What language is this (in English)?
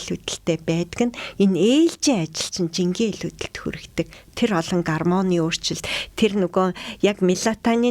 Mongolian